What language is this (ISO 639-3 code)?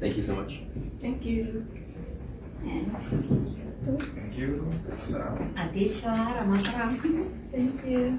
sat